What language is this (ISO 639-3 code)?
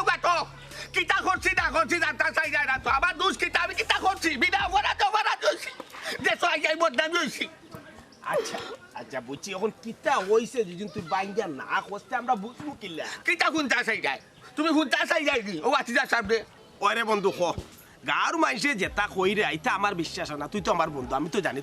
syl